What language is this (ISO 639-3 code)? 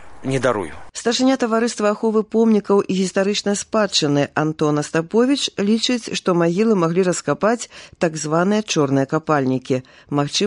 bel